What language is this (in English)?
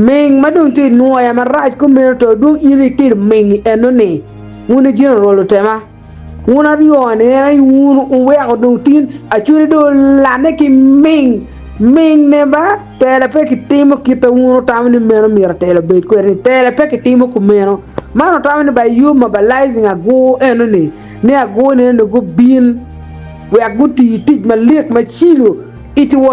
Acoli